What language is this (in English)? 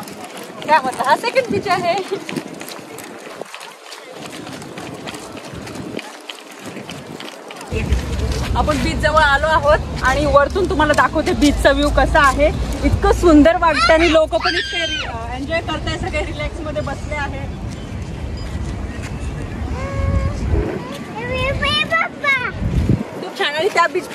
Marathi